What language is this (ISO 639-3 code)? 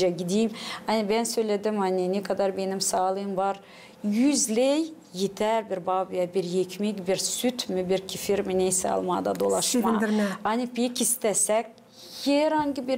gag